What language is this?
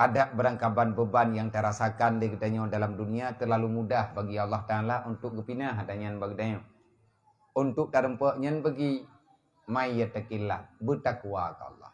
Achinese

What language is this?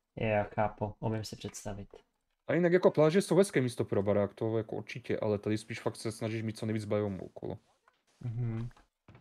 Czech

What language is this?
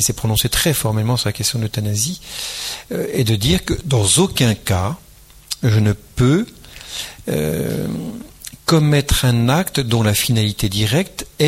French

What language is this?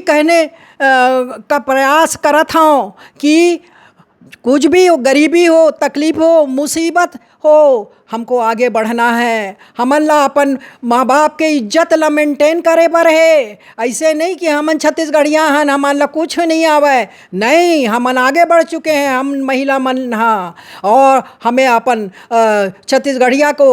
Chhattisgarhi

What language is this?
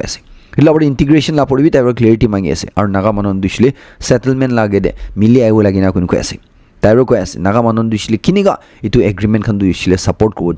Naga Pidgin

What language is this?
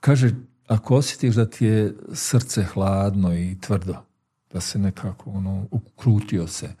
Bosnian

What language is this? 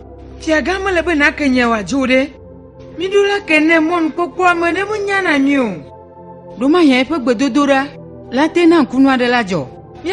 Ewe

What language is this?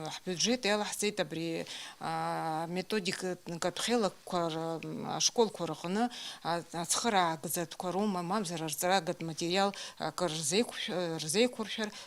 Abkhazian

